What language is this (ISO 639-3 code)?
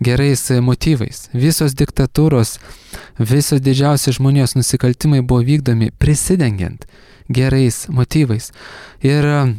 lit